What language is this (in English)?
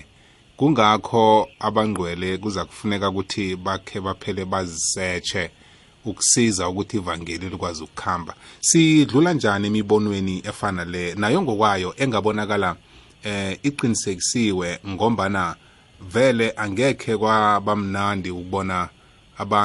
South Ndebele